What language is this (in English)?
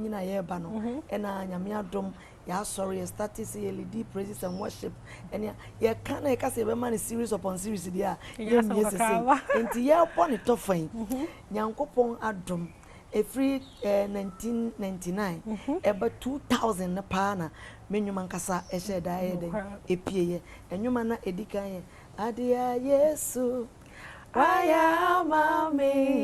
Akan